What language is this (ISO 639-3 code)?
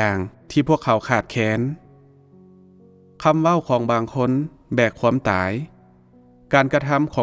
lao